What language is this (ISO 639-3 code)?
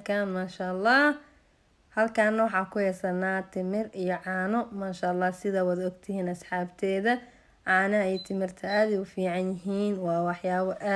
som